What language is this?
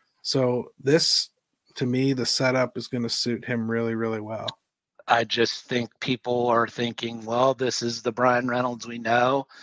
English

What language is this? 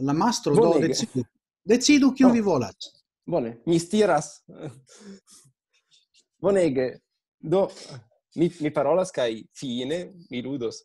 Esperanto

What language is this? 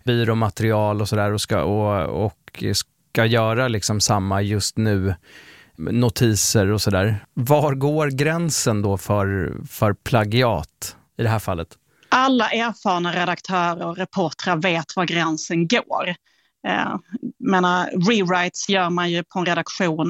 Swedish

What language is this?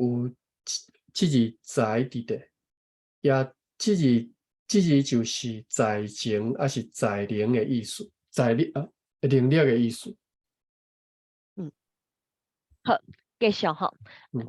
Min Nan Chinese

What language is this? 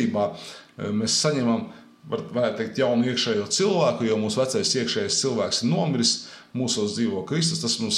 Latvian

